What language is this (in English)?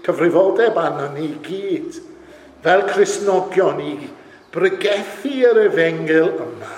Welsh